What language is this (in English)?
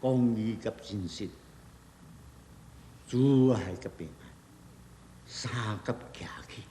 Min Nan Chinese